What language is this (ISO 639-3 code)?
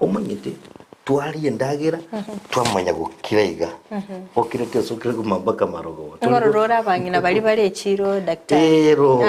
guz